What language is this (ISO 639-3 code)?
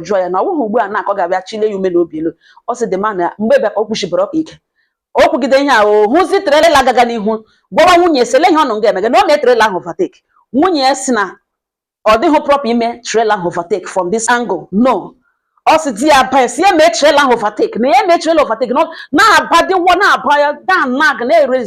ibo